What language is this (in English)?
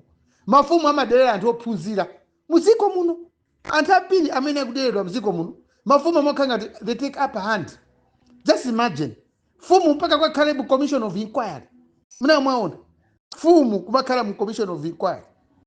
Nyanja